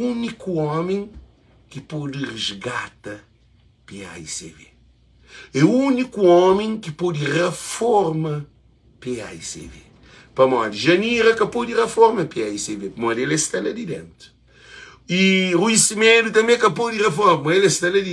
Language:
Kabuverdianu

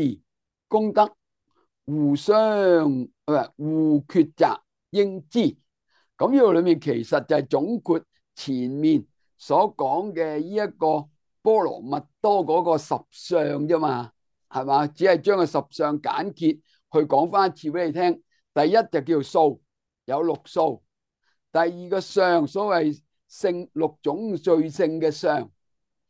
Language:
Cantonese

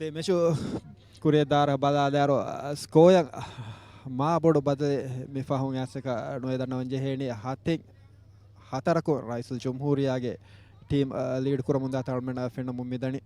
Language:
Divehi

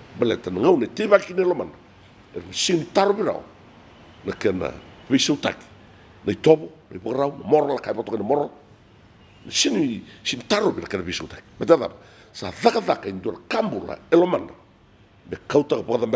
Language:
Fijian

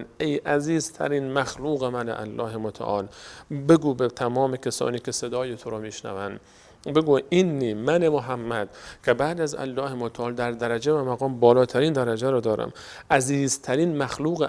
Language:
Persian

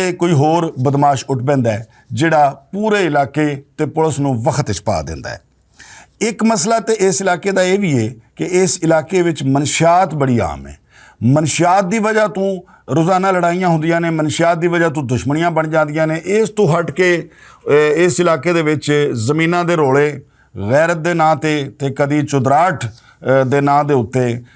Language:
Western Panjabi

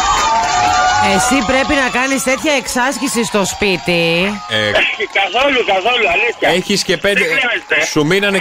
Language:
Greek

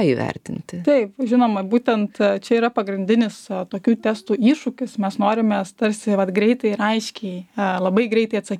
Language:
Lithuanian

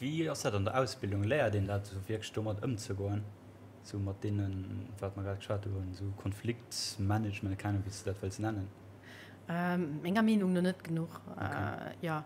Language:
Luxembourgish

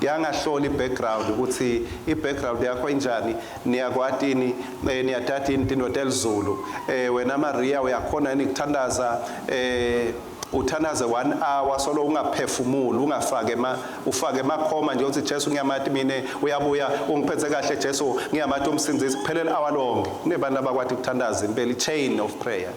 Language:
Swati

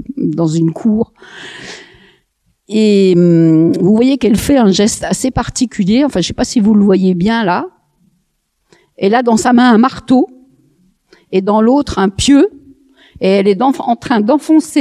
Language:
French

